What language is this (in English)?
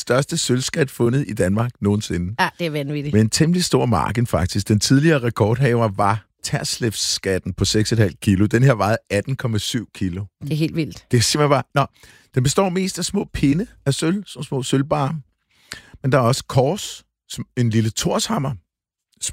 Danish